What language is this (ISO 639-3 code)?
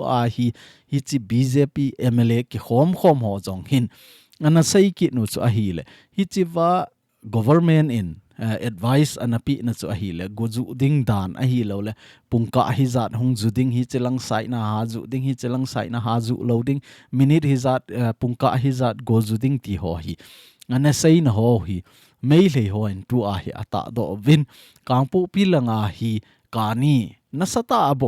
tcz